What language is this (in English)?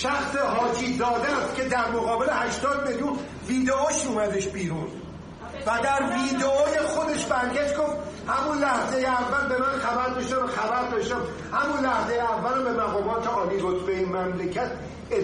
Persian